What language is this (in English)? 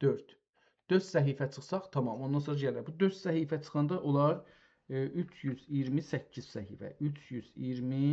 South Azerbaijani